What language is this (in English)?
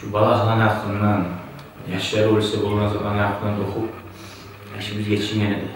Kumyk